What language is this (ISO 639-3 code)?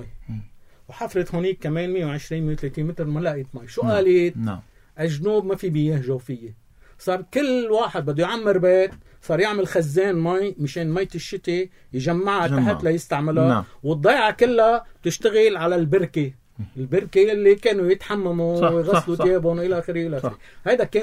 apc